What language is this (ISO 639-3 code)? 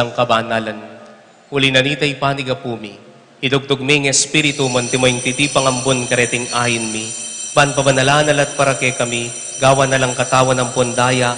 pam